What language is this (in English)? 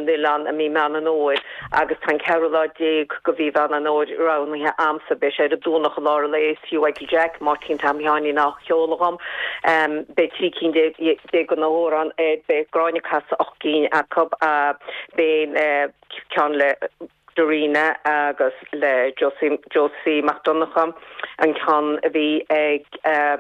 Irish